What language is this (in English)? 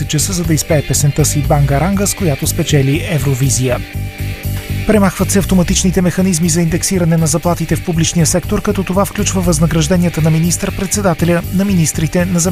Bulgarian